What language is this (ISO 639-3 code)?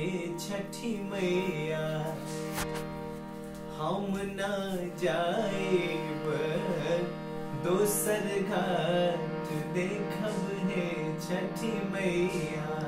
bho